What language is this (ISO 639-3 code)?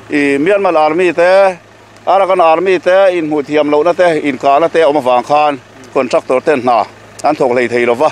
lus